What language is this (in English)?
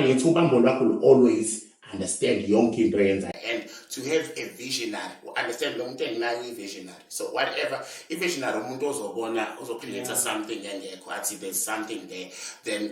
Zulu